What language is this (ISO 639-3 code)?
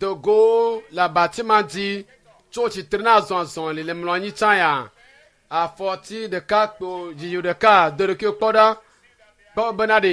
ewe